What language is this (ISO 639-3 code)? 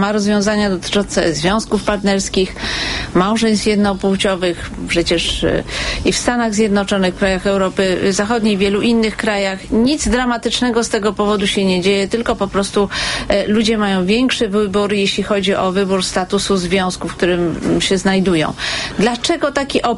pol